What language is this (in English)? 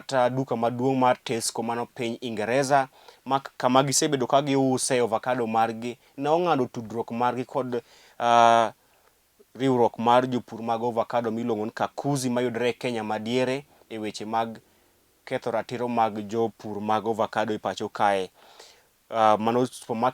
Luo (Kenya and Tanzania)